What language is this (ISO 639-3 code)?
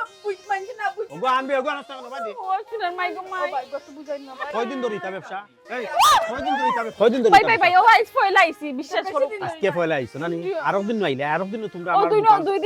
syl